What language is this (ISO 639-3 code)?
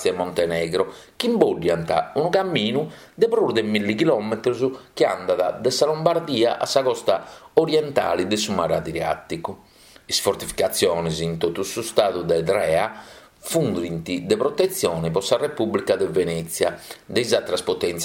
srd